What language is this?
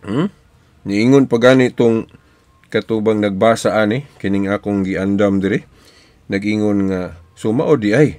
Cebuano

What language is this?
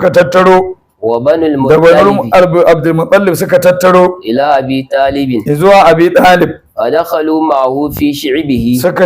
Hausa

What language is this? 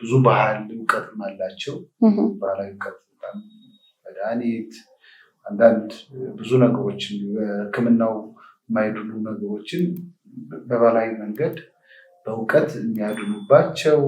Amharic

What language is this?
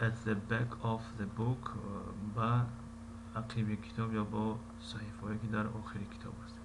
Tajik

